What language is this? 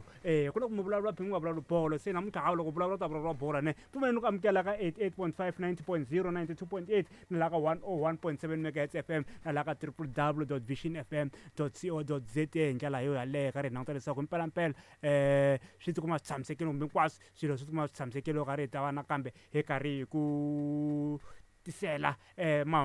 Tsonga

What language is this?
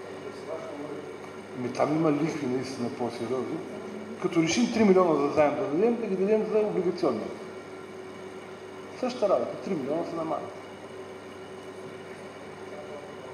Bulgarian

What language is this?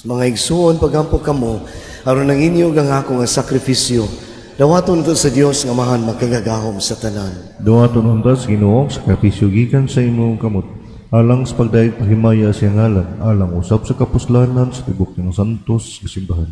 Cebuano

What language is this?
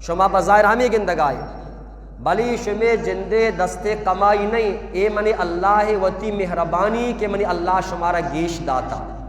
Eastern Balochi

